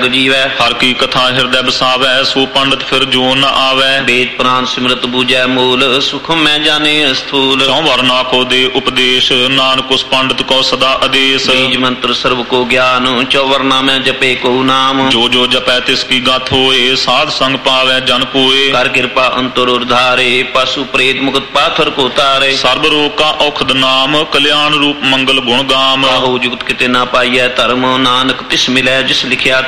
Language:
Punjabi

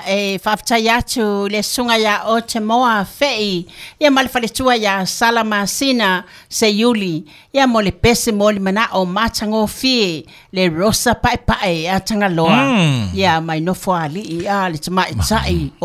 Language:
Samoan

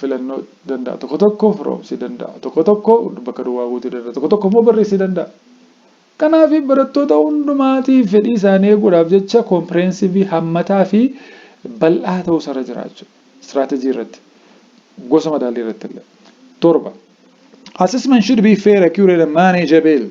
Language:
Oromo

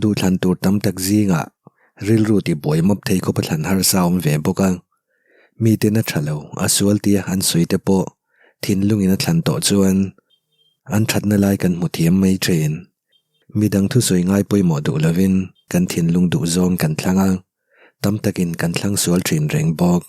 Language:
Mizo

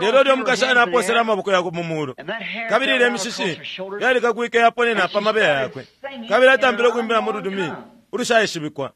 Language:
Bemba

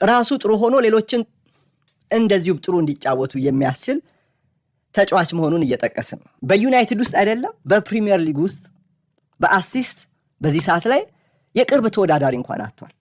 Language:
Amharic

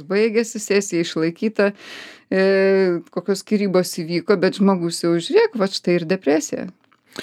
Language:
Lithuanian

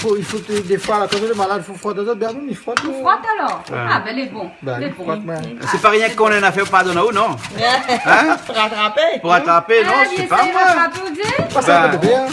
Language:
Réunion Creole French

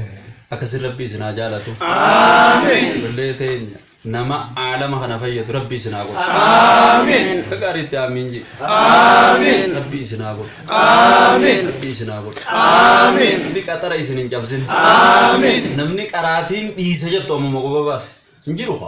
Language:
Oromo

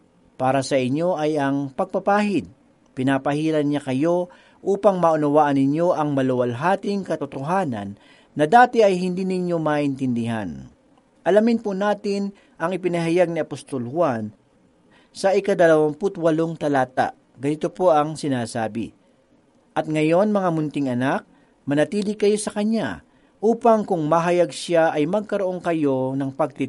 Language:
Filipino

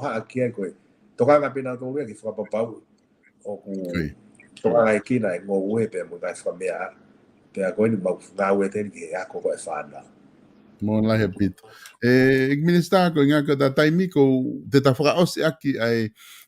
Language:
Tongan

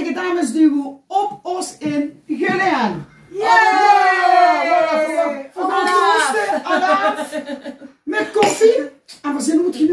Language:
Limburgish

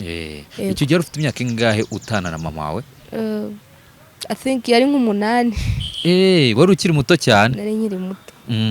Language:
Kinyarwanda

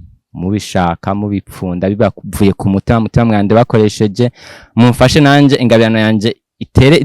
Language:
Rundi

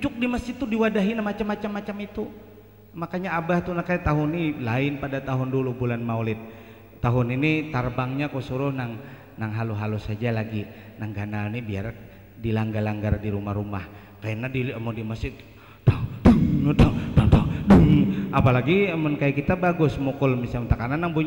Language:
Banjar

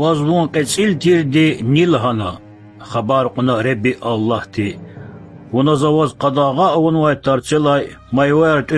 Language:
Lezghian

